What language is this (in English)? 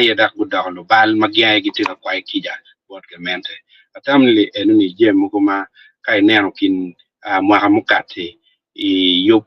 Acoli